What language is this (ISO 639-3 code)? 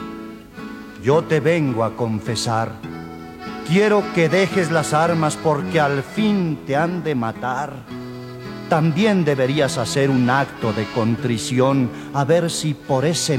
spa